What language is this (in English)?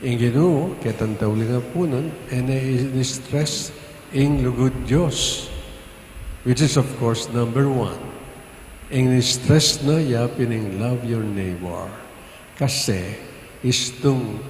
Pampanga